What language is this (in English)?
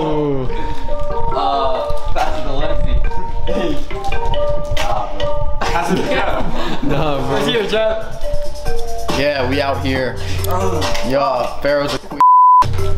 English